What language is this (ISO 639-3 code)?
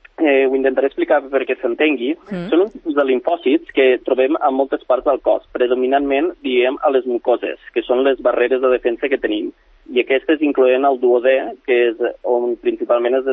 cat